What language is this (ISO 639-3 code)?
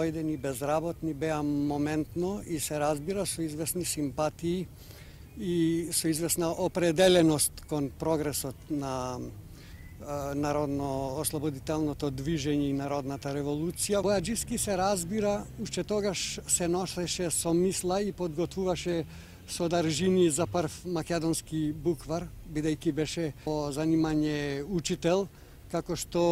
mkd